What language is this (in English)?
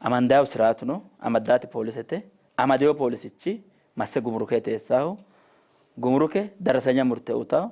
Sidamo